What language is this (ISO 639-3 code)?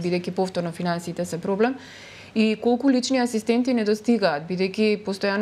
mkd